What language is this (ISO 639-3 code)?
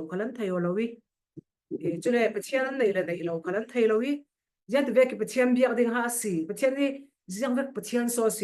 cfm